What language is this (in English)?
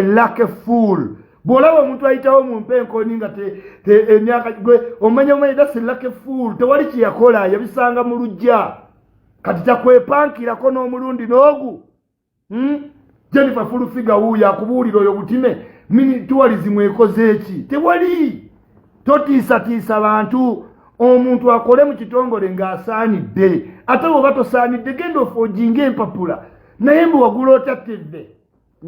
Ganda